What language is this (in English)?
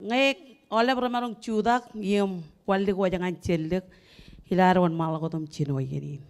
Marshallese